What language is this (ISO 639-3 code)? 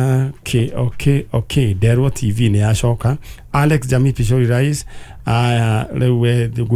kik